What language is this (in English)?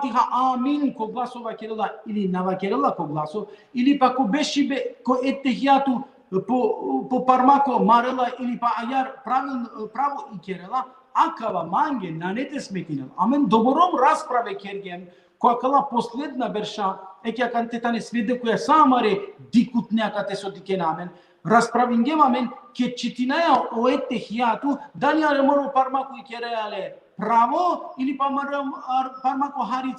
Balkan Romani